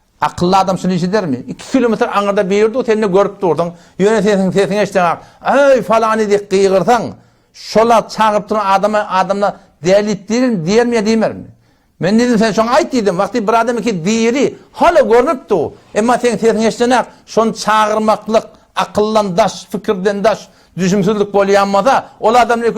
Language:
Turkmen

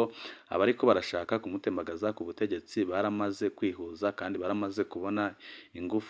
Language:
Rundi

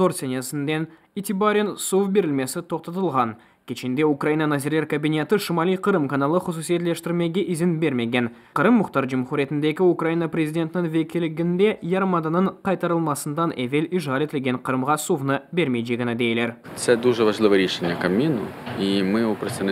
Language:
Crimean Tatar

